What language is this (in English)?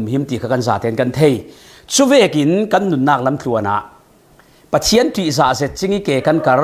Falam Chin